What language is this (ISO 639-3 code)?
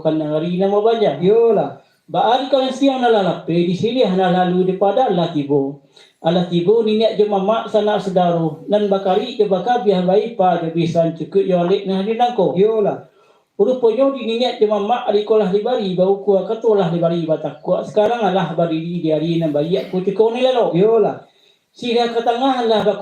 min